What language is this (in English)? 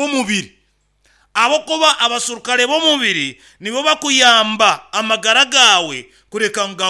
Nyankole